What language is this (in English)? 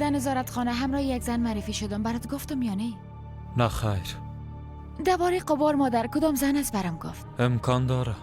Persian